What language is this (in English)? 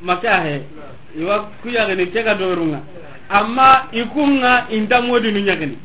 Soninke